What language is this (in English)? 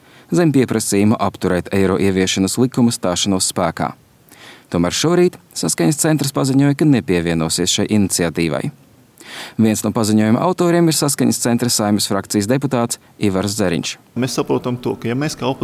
Latvian